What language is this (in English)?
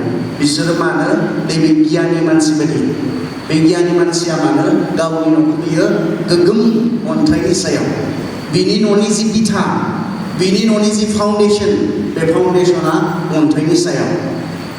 Bodo